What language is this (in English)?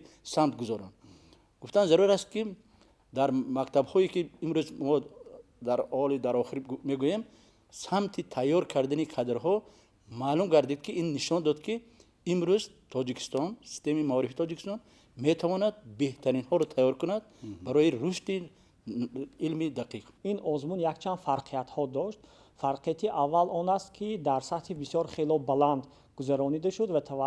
Tajik